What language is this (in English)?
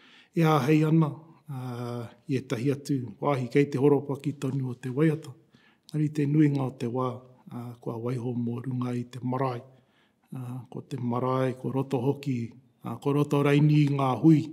Māori